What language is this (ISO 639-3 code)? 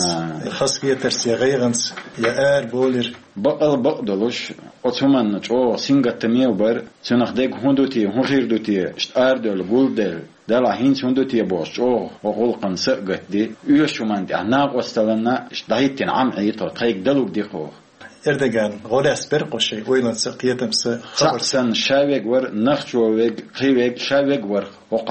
che